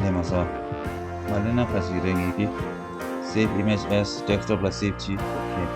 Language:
Tibetan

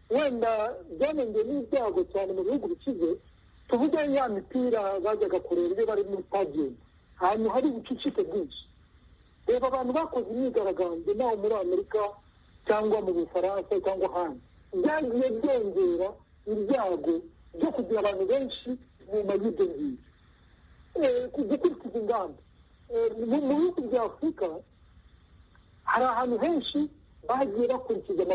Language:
Kinyarwanda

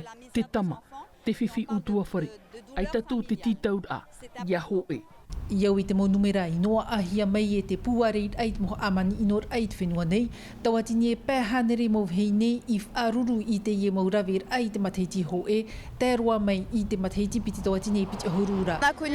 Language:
Tahitian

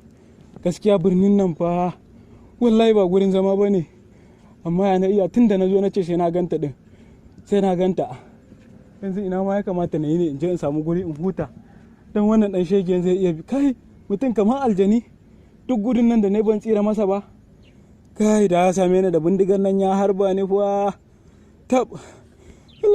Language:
Hausa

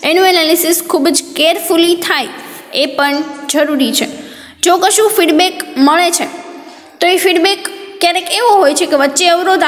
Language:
Gujarati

